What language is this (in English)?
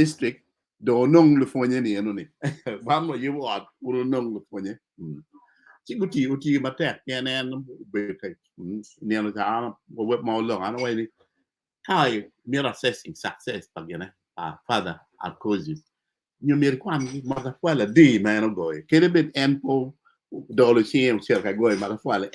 Acoli